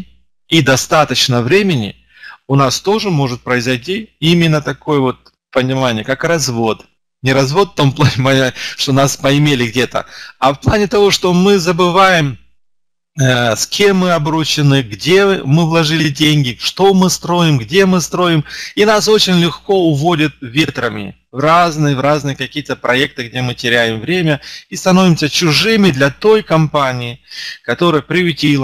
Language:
Russian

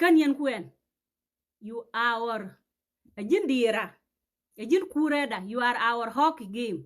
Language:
Nuer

